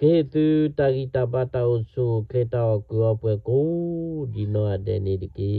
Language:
S'gaw Karen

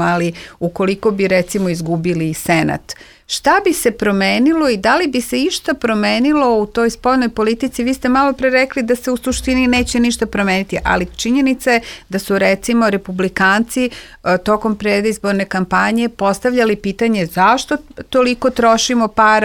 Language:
Serbian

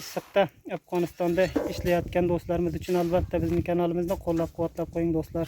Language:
Uzbek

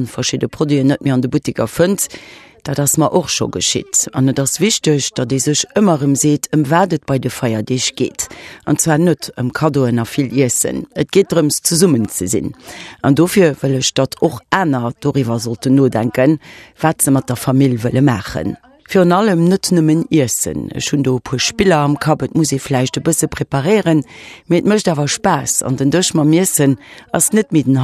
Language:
Luxembourgish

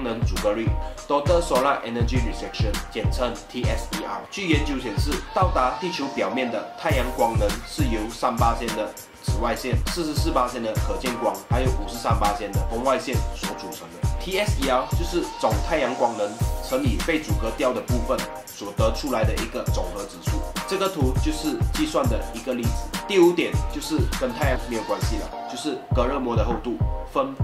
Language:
Chinese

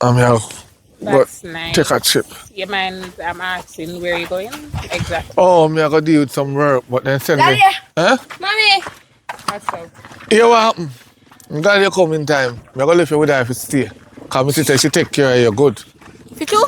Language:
Jamaican Creole English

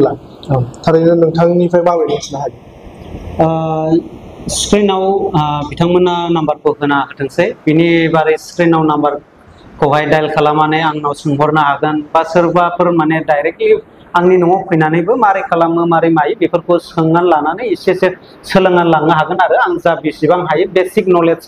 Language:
Bodo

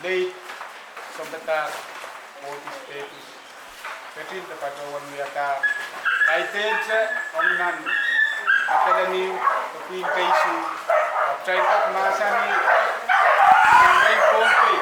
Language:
Pohnpeian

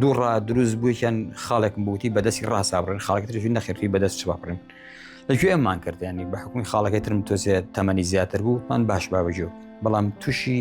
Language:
Central Kurdish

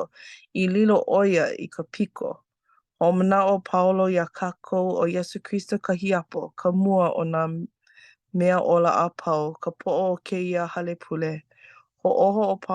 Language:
Hawaiian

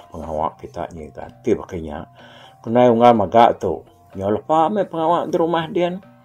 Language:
Iban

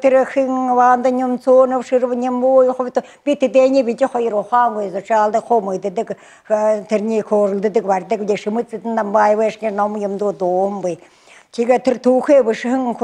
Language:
Buriat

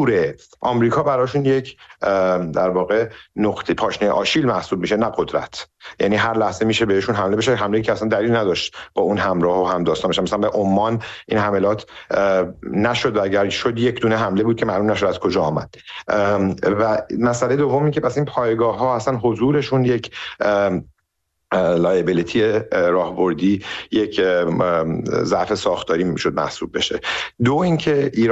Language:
Persian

